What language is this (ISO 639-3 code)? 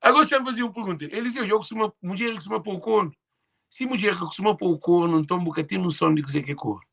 kea